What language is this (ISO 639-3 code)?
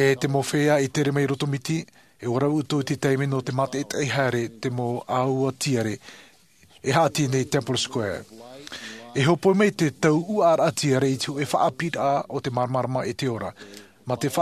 tah